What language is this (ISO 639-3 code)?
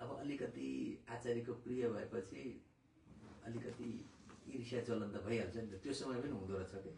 nep